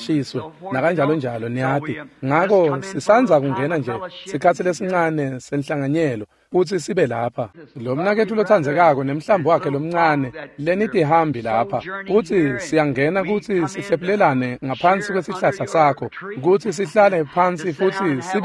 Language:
Swati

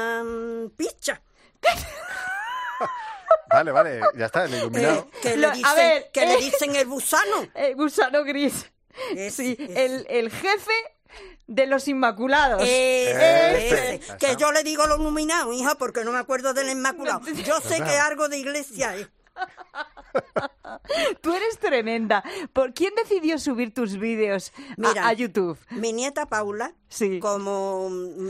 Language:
Spanish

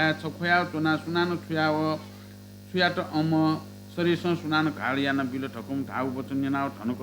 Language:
Newari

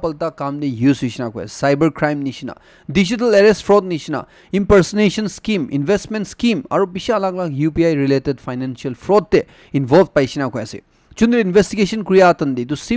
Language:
Naga Pidgin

